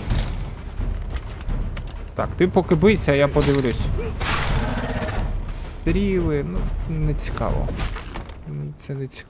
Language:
Ukrainian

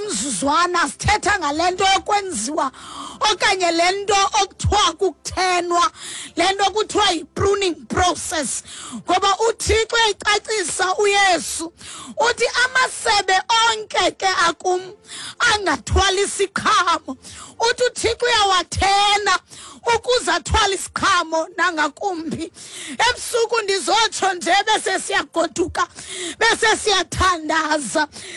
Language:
Xhosa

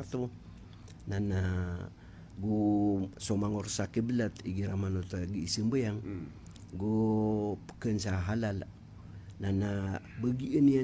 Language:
Maranao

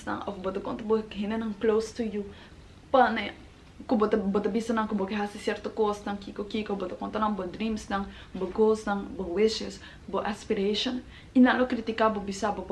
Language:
Papiamento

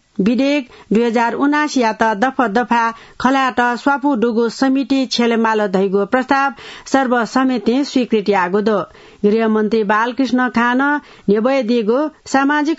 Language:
Newari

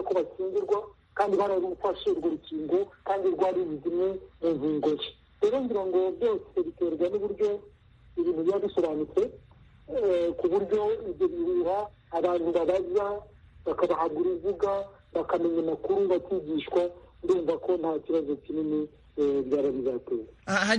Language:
Kinyarwanda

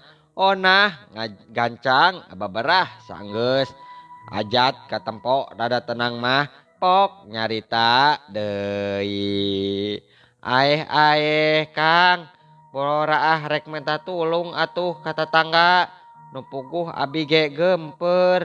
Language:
Sundanese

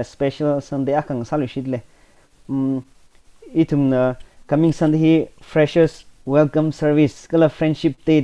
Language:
Tangkhul Naga (India)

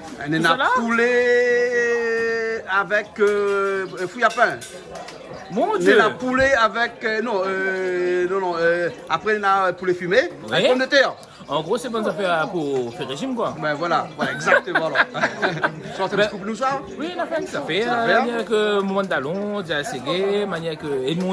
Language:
Réunion Creole French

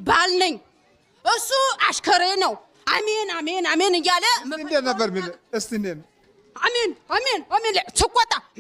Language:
Amharic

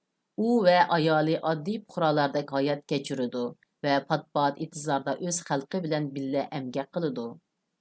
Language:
Uyghur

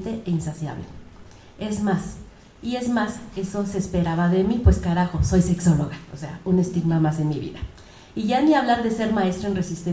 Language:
Spanish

